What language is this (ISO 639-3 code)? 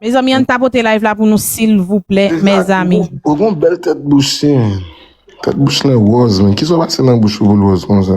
hat